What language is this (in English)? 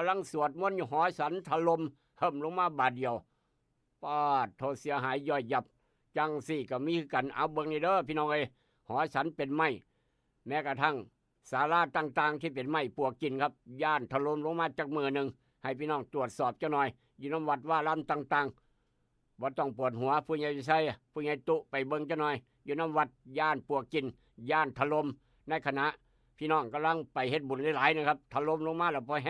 Northeastern Thai